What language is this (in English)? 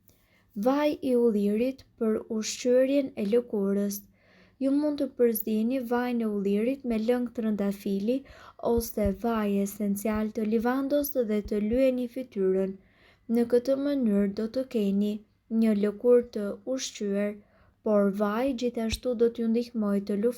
Albanian